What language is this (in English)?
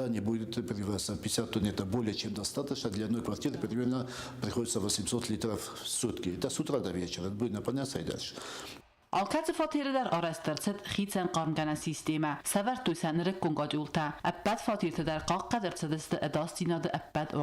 Ossetic